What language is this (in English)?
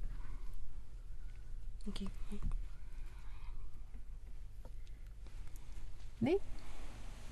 Afrikaans